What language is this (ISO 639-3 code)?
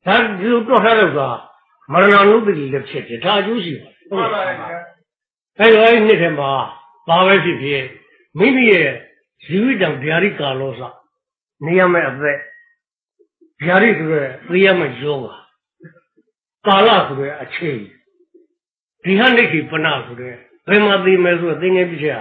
mya